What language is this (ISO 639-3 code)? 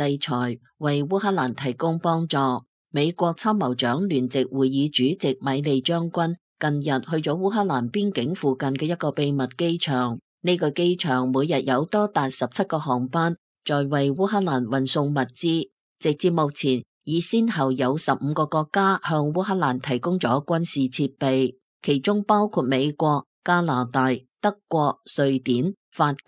yue